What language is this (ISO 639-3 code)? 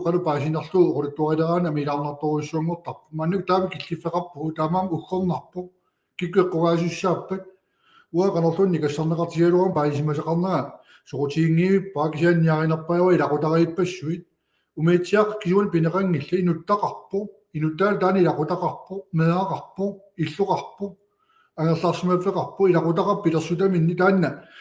kal